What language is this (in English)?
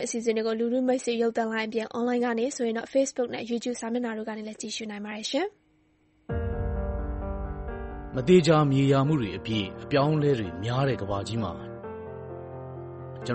Burmese